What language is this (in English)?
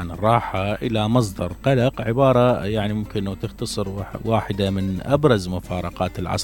Mesopotamian Arabic